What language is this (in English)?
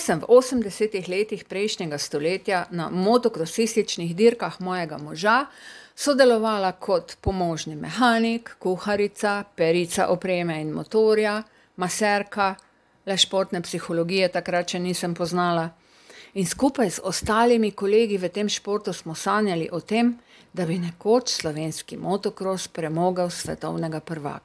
Slovenian